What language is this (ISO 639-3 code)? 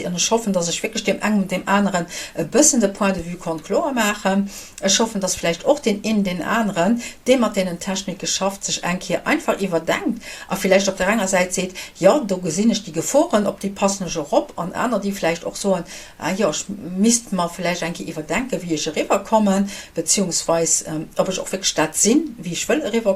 ltz